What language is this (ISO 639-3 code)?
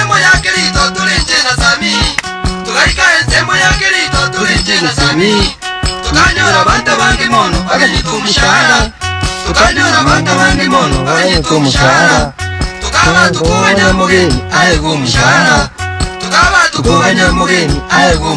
guz